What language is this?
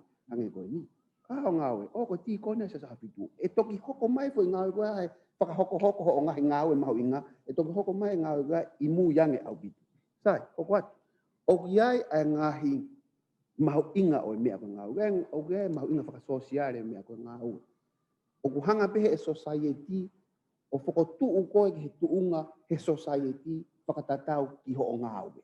Tongan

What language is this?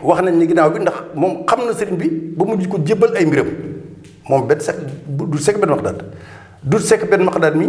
Wolof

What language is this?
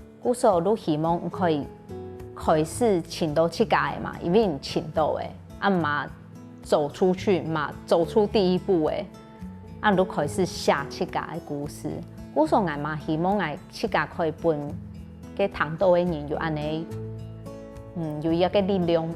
Hakka Chinese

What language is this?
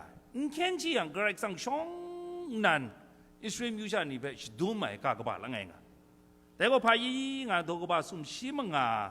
Kachin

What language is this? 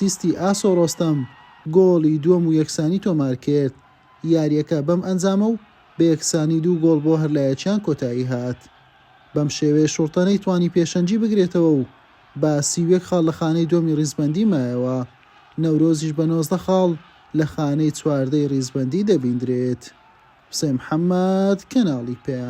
Central Kurdish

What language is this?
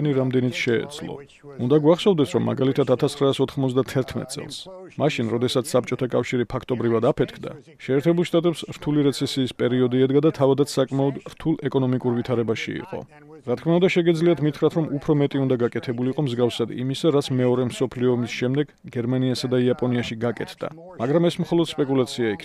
Georgian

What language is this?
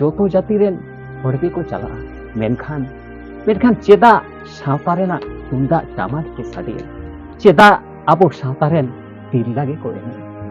Santali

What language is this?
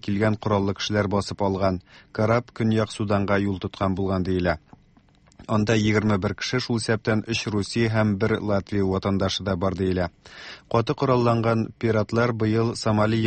Tatar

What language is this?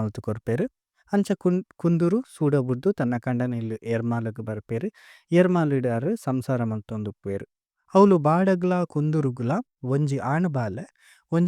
Tulu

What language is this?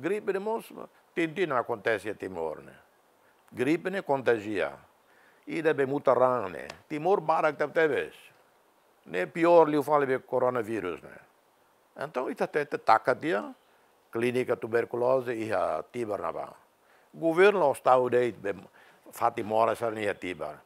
Tetum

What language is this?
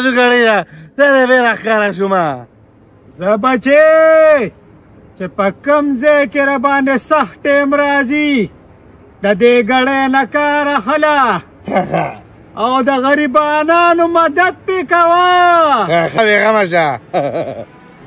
Pashto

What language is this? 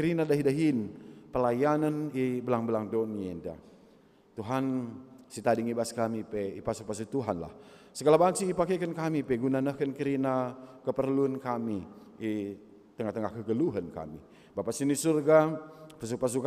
Batak Karo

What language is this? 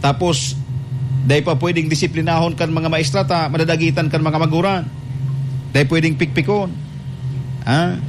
Bikol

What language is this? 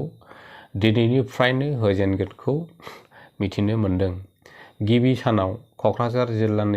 Bodo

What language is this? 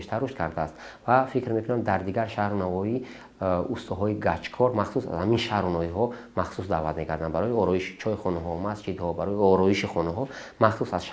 Tajik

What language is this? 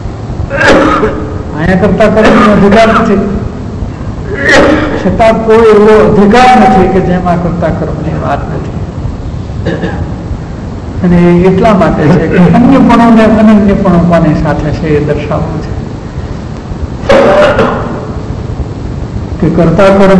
Gujarati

